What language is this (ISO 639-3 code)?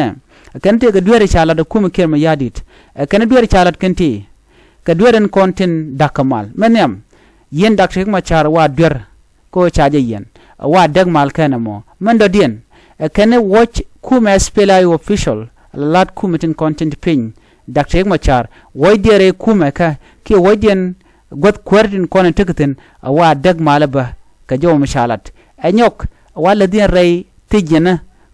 nus